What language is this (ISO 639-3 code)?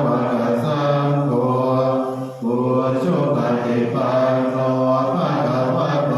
pli